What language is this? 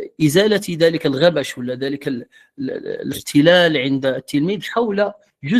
Moroccan Arabic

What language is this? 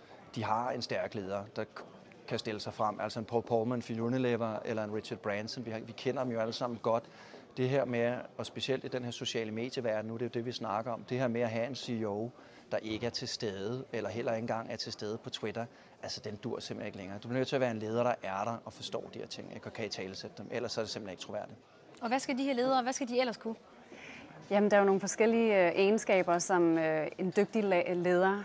Danish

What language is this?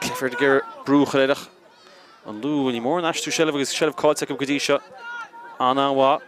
Irish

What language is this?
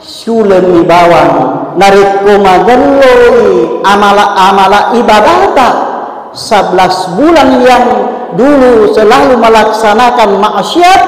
Buginese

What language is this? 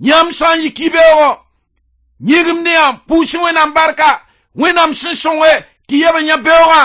Mossi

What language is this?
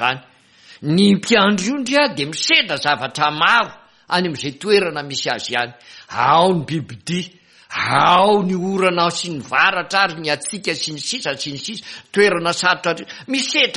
Malagasy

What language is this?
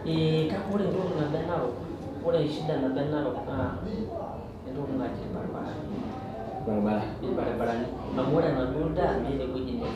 Masai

